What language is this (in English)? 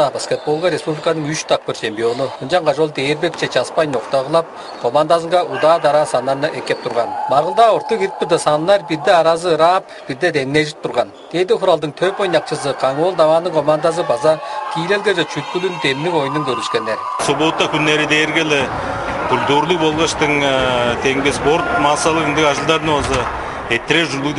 Tuvinian